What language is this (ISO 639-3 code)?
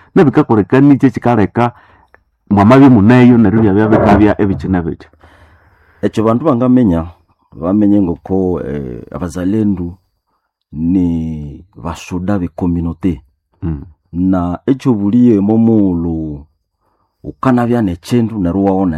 nnb